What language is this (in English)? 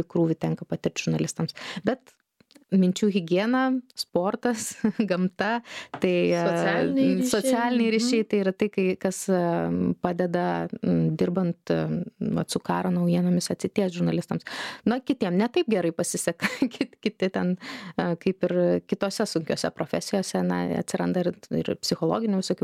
Lithuanian